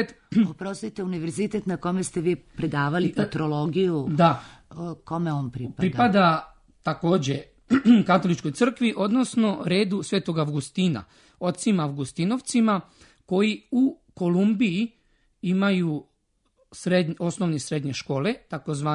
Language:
Serbian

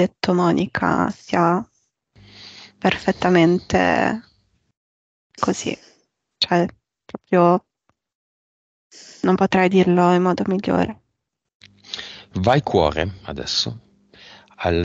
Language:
Italian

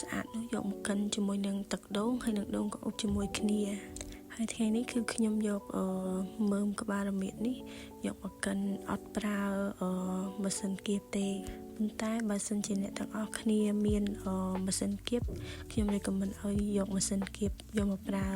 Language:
Khmer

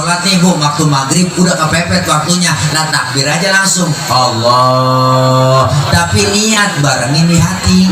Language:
Betawi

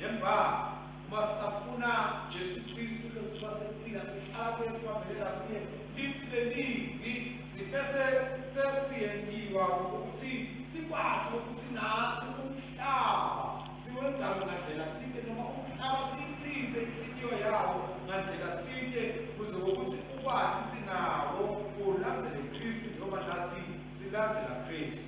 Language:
Swati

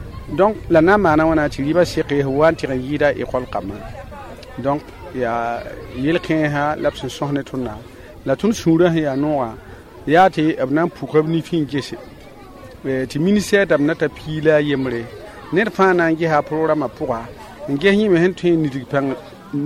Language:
Mossi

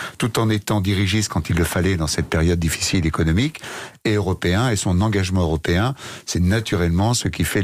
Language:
French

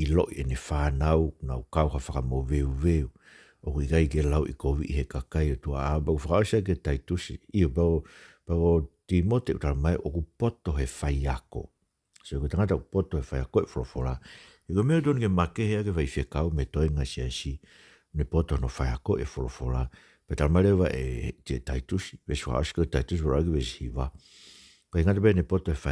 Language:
Tongan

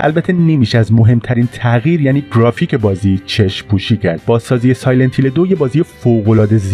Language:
Persian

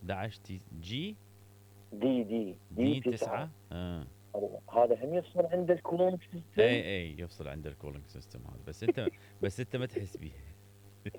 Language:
Mesopotamian Arabic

